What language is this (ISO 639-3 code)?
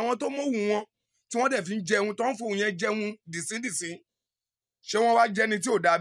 yor